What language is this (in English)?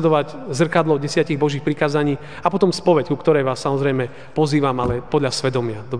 Slovak